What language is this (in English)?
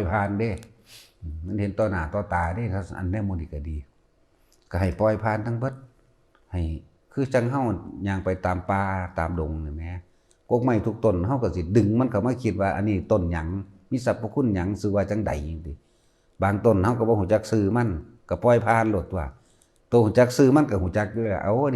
Northeastern Thai